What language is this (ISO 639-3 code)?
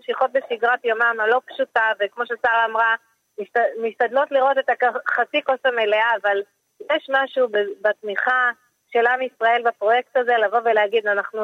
heb